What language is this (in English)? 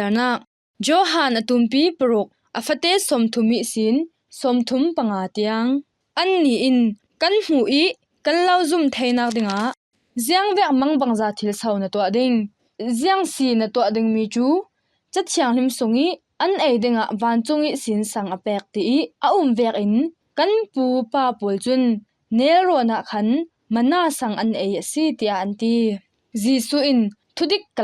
Falam Chin